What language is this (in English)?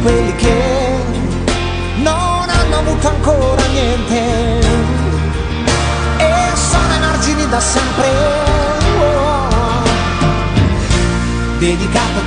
Italian